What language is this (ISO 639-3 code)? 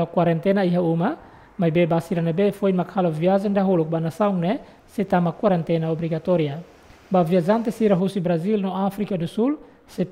tet